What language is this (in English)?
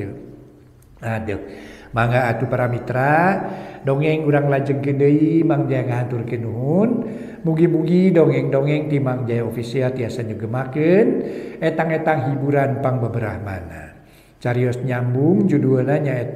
Sundanese